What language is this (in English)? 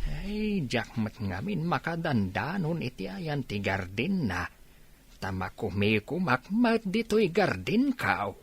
Iloko